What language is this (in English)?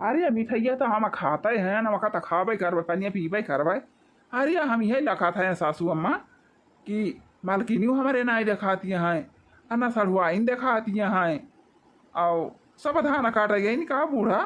Awadhi